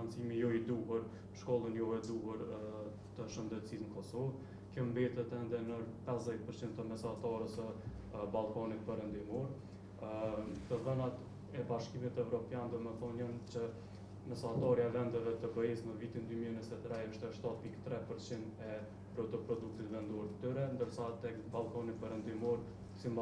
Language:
Albanian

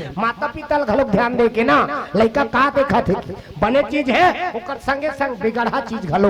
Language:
Chhattisgarhi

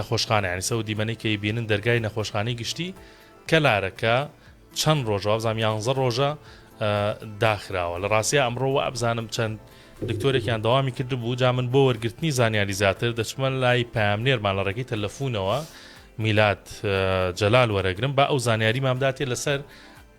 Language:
Central Kurdish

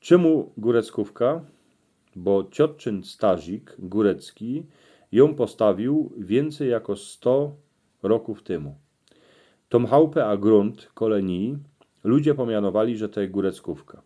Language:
Silesian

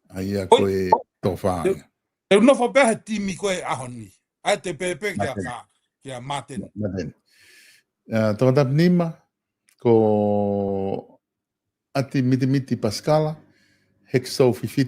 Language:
Tongan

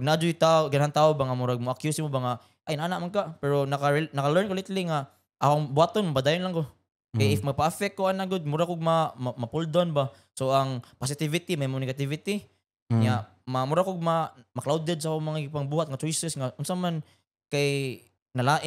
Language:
Cebuano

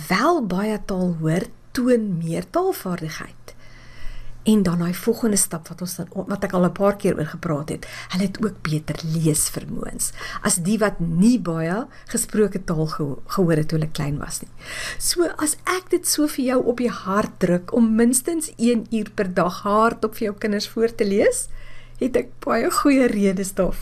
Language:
Afrikaans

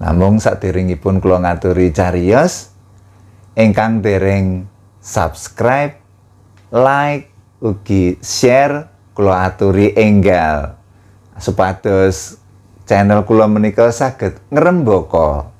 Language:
Javanese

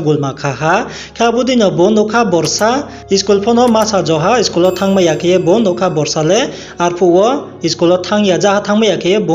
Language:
Riang (India)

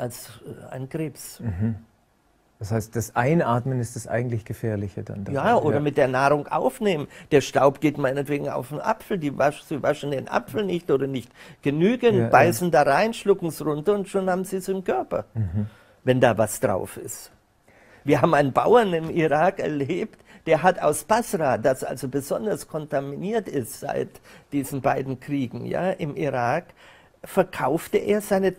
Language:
German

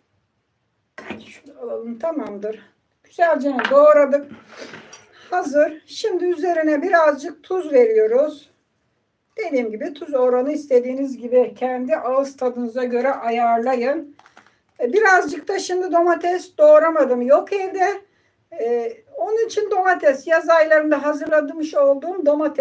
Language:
Turkish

